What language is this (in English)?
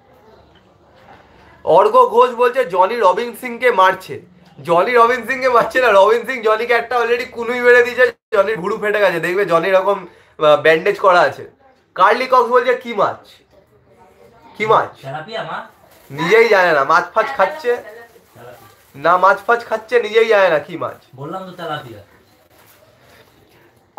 Bangla